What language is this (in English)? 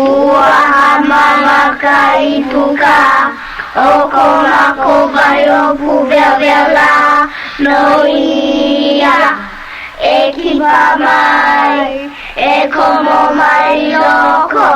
Hawaiian